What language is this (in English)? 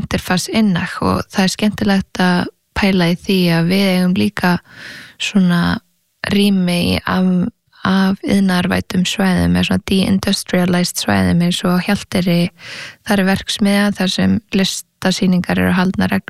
Icelandic